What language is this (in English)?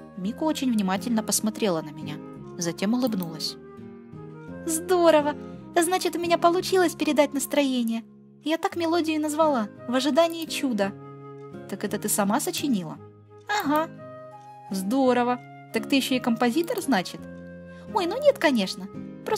Russian